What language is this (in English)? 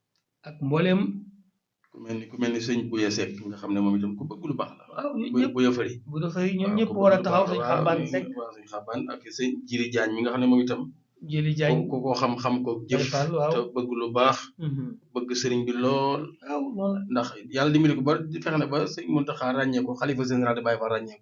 Wolof